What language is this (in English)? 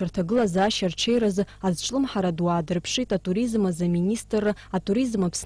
Abkhazian